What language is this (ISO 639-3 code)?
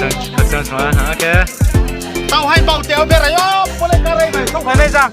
ria